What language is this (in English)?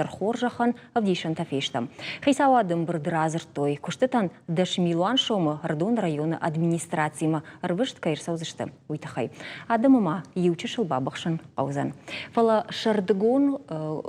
Ossetic